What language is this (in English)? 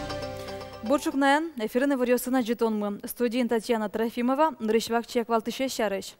Udmurt